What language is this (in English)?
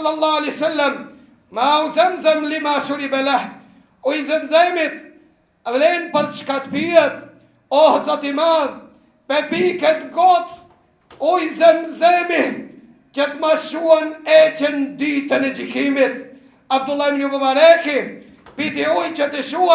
Albanian